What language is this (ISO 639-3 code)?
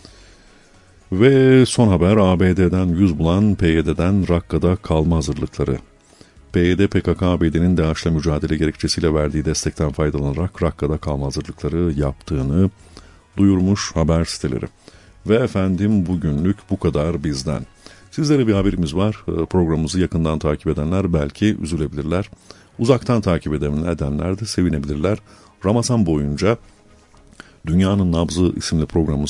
tur